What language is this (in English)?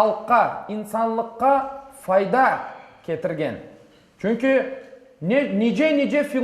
Crimean Tatar